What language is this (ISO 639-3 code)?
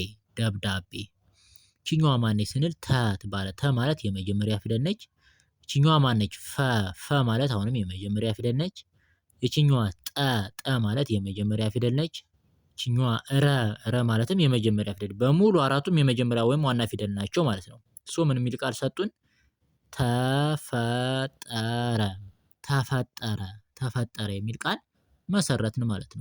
amh